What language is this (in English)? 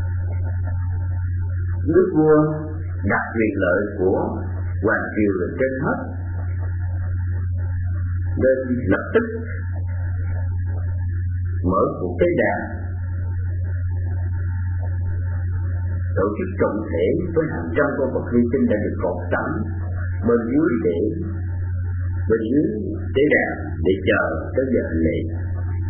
Vietnamese